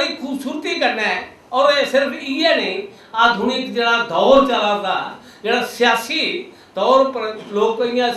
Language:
Dogri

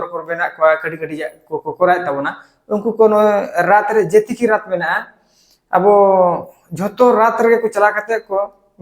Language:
Santali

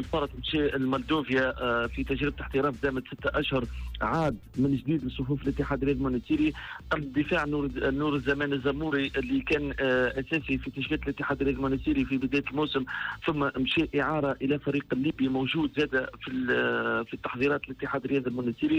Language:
Tunisian Arabic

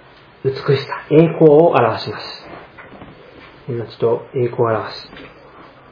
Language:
Japanese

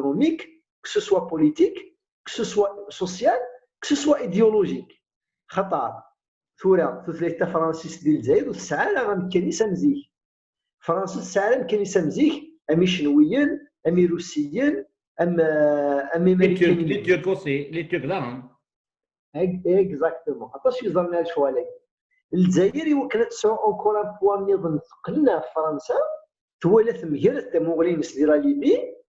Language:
Kabyle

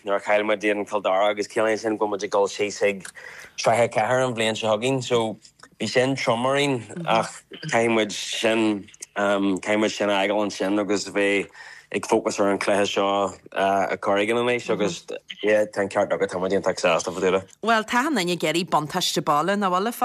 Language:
Irish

